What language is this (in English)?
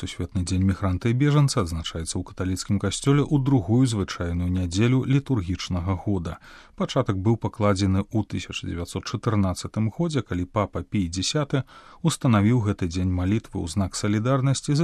Belarusian